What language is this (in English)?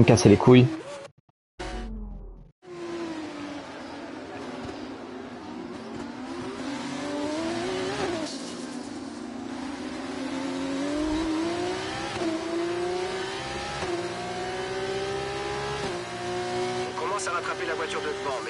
French